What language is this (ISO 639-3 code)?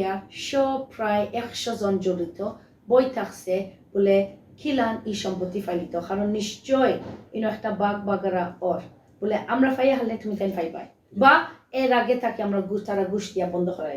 syl